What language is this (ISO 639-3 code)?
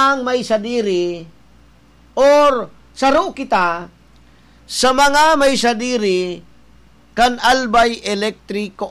bik